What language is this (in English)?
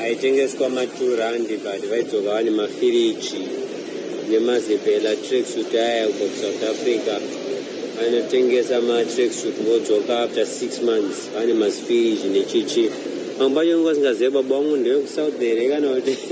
Shona